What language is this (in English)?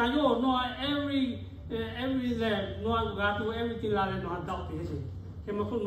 Lahu